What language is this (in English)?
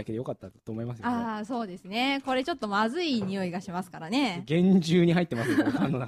Japanese